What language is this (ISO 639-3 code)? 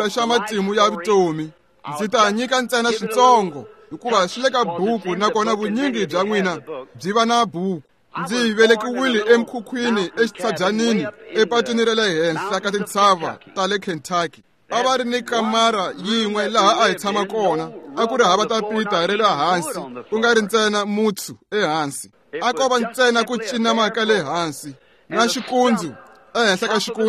tso